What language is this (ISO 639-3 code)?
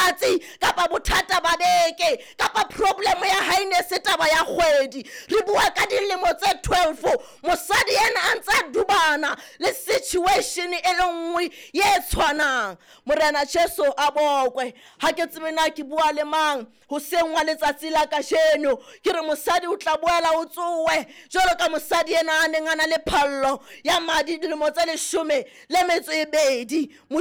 sot